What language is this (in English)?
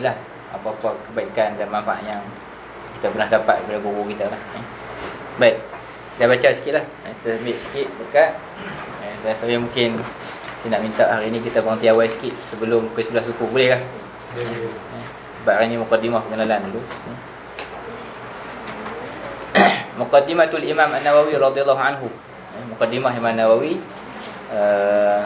Malay